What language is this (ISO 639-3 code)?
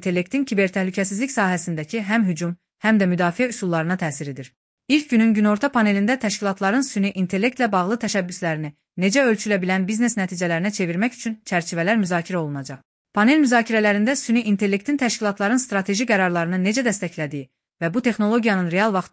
aze